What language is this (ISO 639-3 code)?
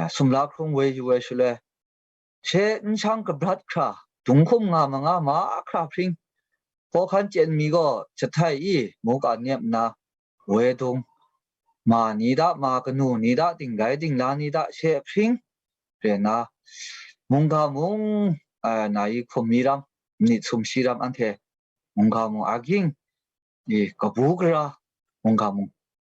kac